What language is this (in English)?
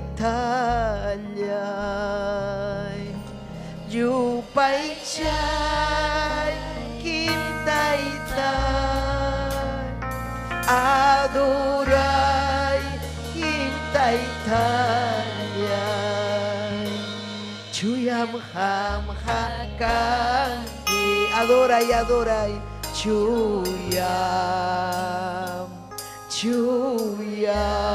Ayacucho Quechua